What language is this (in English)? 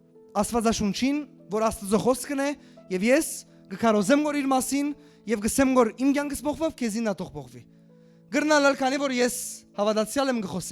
Western Armenian